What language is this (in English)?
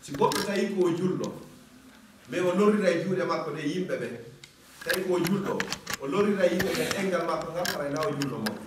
Fula